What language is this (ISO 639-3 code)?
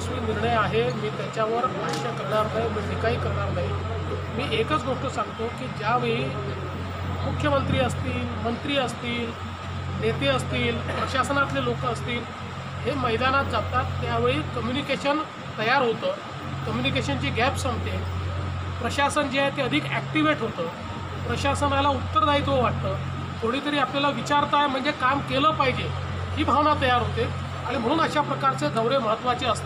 mar